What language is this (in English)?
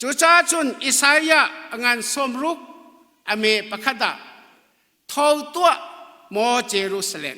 Hakha Chin